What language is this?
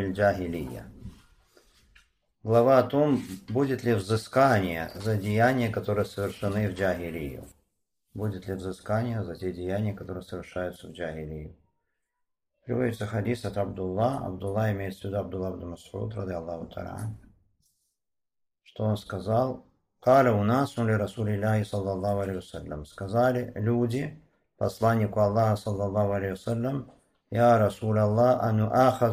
Russian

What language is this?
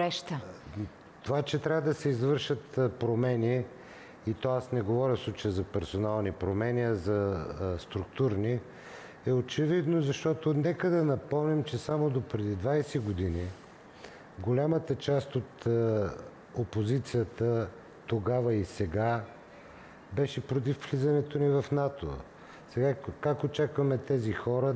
Bulgarian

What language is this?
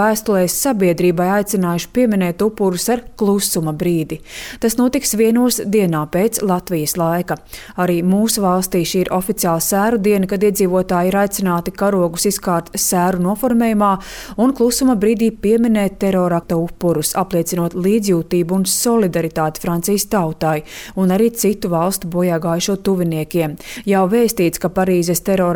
Latvian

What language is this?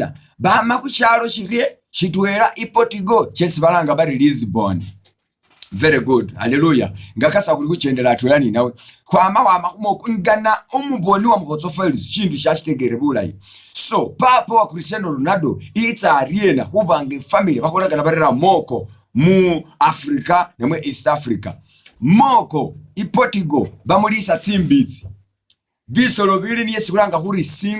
Masaaba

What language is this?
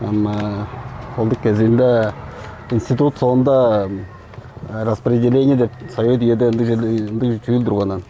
Tuvinian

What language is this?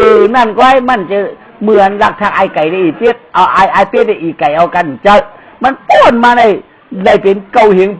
Shan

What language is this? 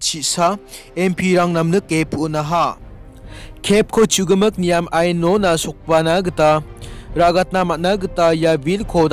Garo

